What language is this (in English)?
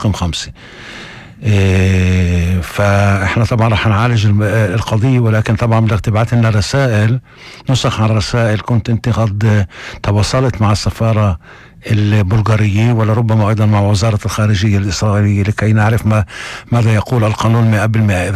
North Levantine Arabic